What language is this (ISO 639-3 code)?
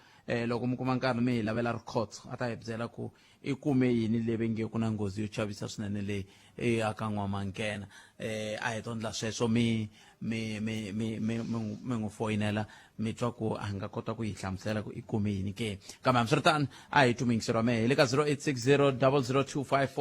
tso